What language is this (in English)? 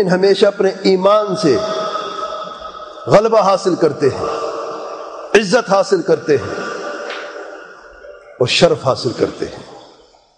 Urdu